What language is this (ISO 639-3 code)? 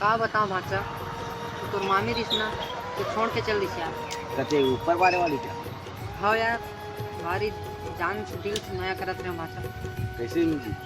hne